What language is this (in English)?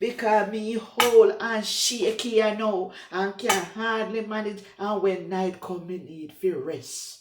Jamaican Creole English